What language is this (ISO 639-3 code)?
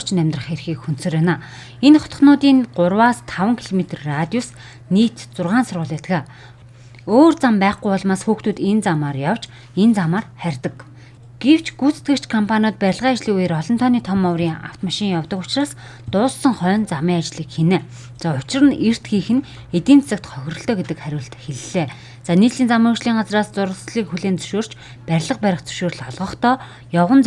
mon